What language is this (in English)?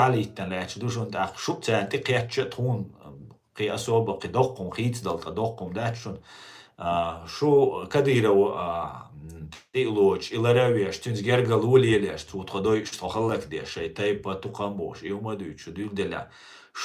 Chechen